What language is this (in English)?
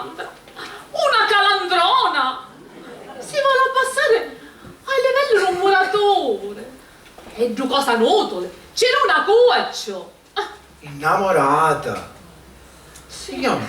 Sicilian